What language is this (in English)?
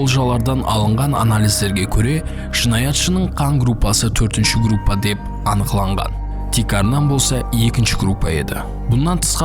Kara-Kalpak